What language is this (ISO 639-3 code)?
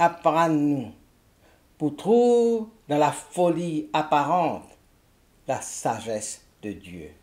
mfe